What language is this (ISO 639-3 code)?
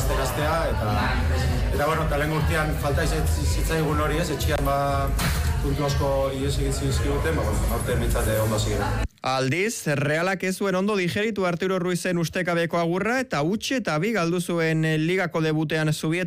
eus